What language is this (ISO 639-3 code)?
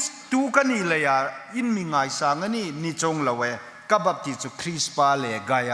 hmr